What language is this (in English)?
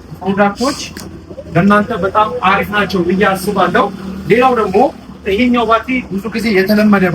Amharic